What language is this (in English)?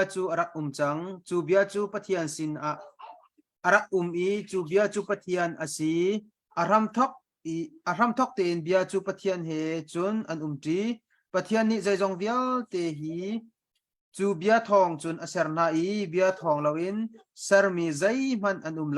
Hakha Chin